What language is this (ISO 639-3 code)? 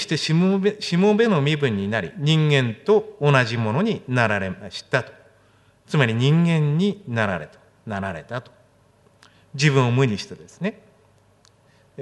jpn